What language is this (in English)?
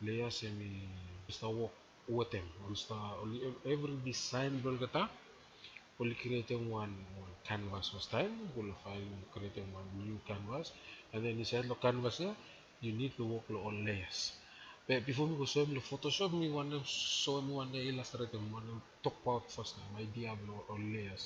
Bislama